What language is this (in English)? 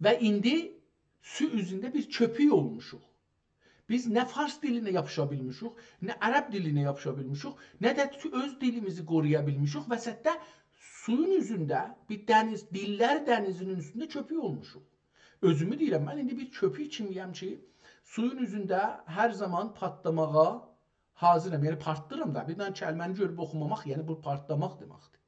South Azerbaijani